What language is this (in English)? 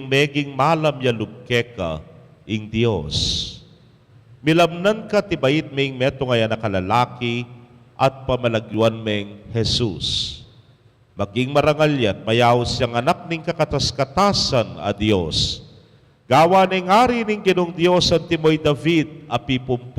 Pampanga